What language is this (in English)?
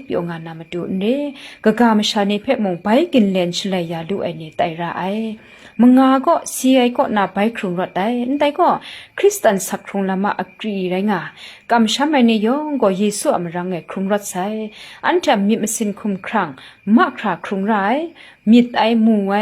Kachin